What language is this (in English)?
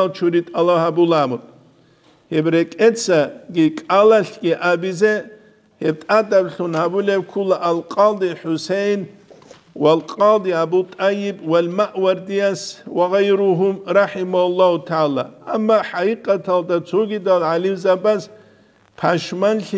Avaric